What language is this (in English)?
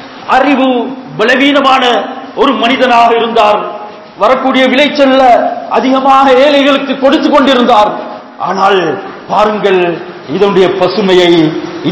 Tamil